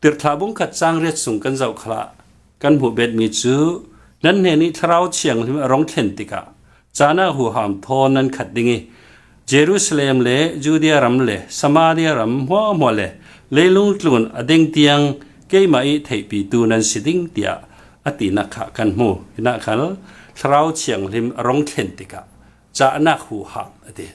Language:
Falam Chin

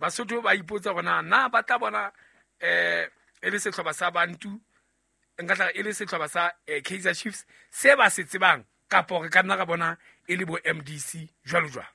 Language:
Southern Sotho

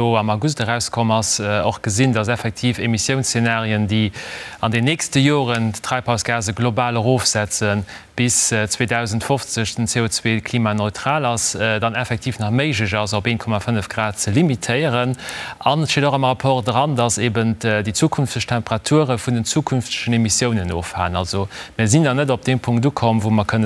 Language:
Luxembourgish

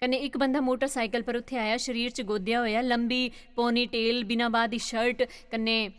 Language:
Dogri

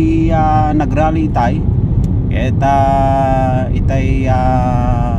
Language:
Iloko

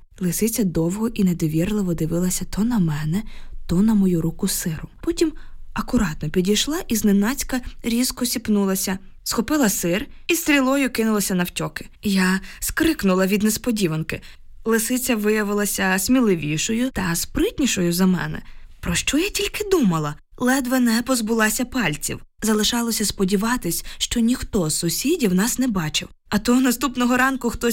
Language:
Ukrainian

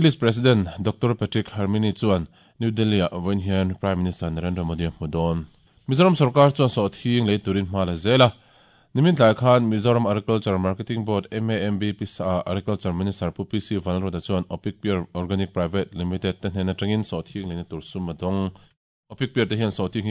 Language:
Mizo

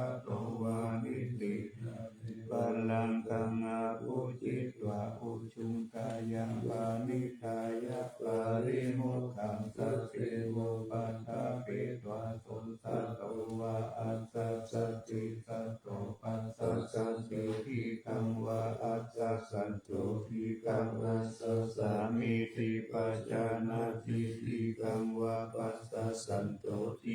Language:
Pali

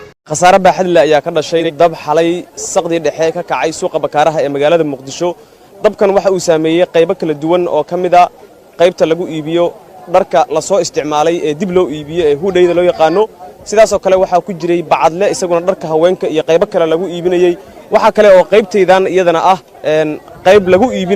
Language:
Somali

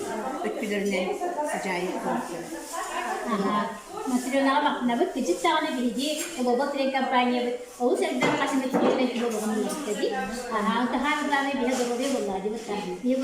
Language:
Yakut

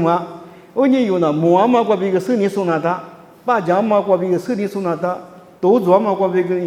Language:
Lisu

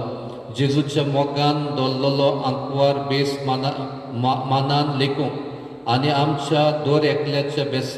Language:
Konkani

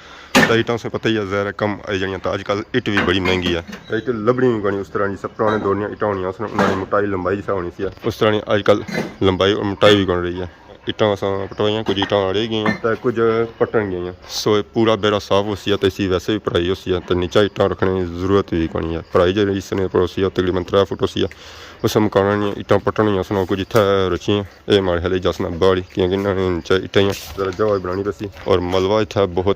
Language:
Pahari-Potwari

